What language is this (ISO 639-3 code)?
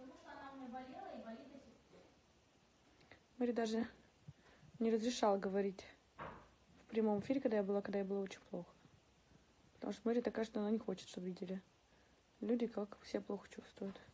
rus